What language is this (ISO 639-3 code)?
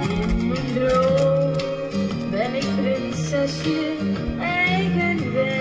fry